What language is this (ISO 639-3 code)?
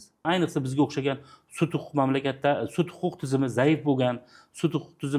uzb